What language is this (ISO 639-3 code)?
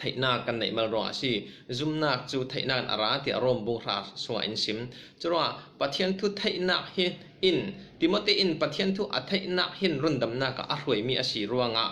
cfm